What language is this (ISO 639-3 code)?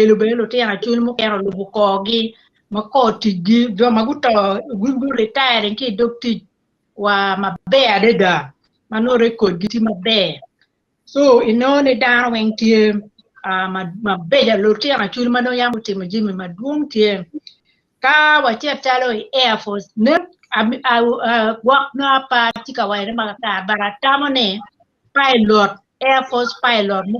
ach